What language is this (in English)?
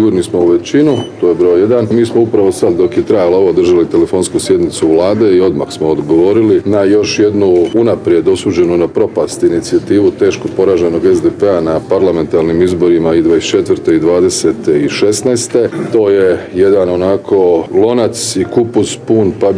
Croatian